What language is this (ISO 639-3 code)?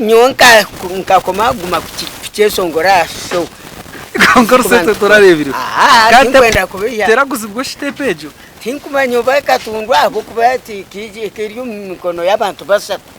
nyn